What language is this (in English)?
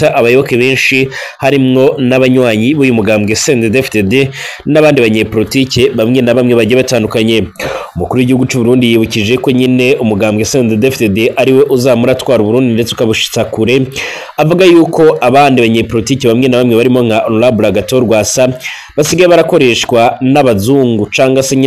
Rundi